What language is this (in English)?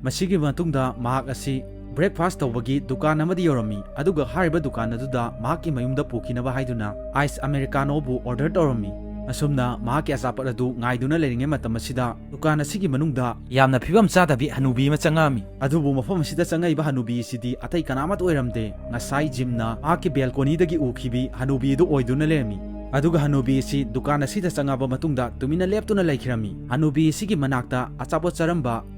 Manipuri